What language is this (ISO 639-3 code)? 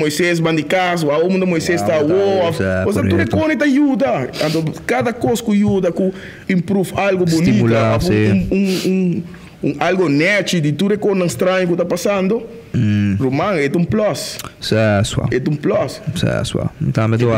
pap